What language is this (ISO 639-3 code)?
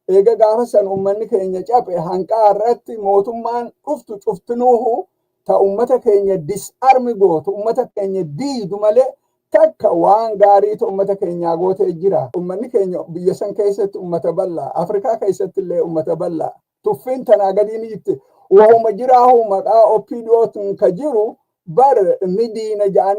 orm